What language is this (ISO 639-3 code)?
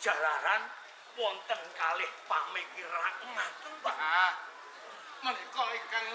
jav